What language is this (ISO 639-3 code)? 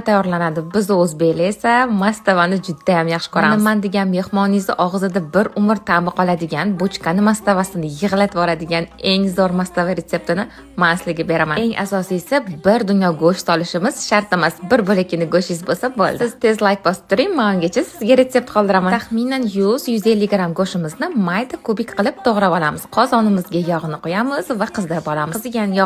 uzb